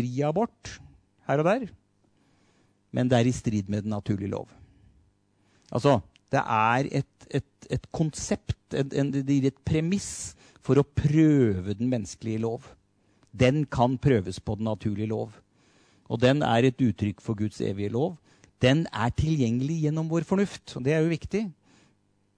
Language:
Norwegian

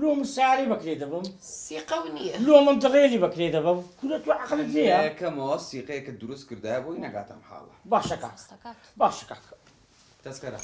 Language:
Central Kurdish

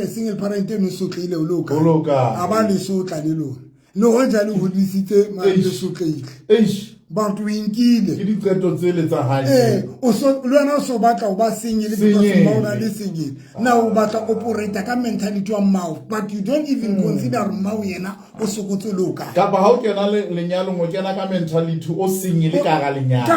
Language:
Southern Sotho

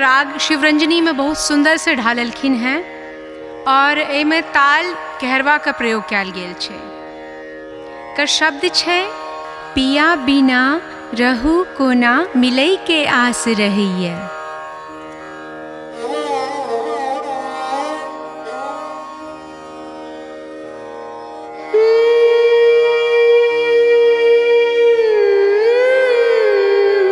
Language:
Maithili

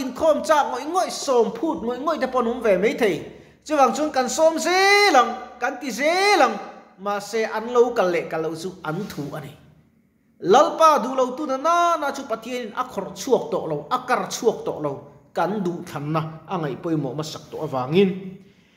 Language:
Mizo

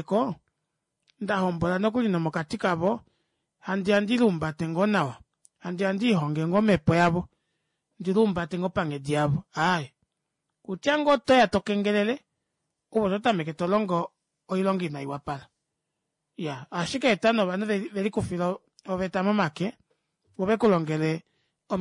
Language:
Kuanyama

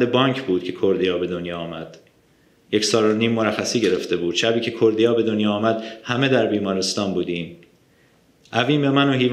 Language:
Persian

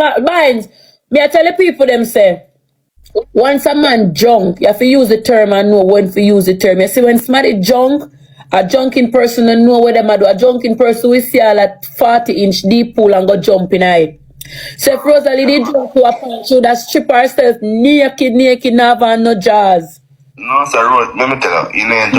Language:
Jamaican Creole English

